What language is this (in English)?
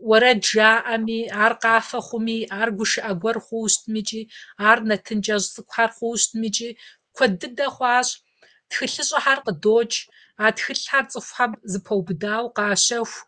Kabardian